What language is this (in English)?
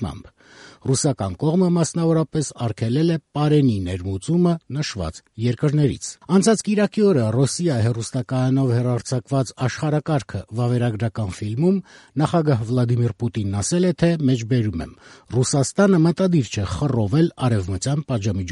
Armenian